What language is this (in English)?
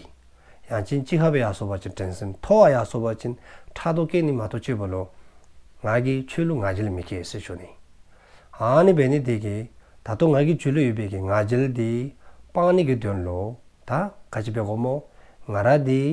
Dzongkha